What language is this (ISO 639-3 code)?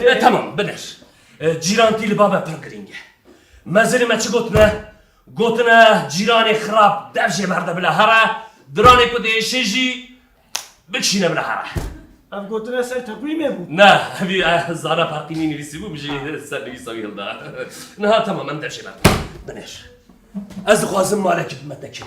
kur